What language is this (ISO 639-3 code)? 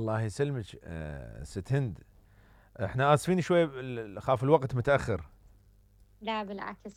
acm